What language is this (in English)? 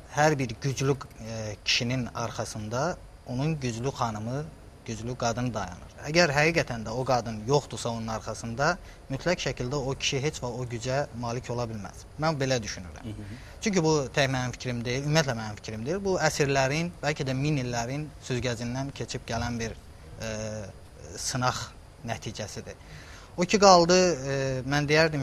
Azerbaijani